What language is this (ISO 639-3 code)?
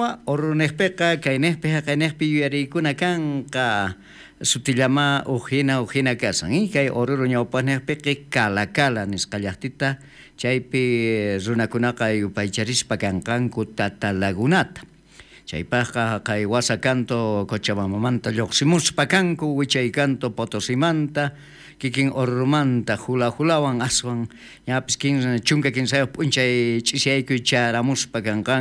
quh